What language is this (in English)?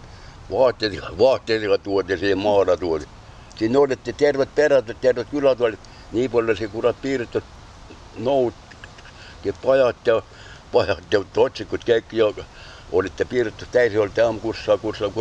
Estonian